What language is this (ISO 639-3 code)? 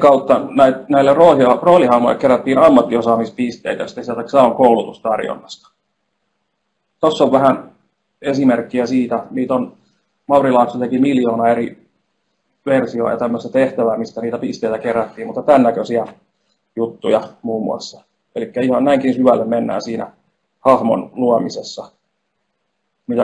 fin